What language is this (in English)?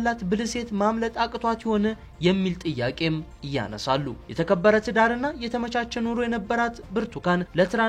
Amharic